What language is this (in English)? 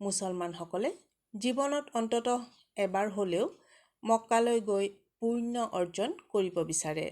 Assamese